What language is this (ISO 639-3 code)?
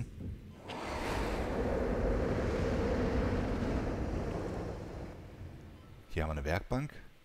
deu